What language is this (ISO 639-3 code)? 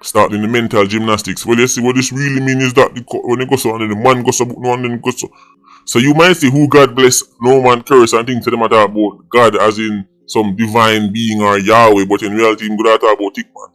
jam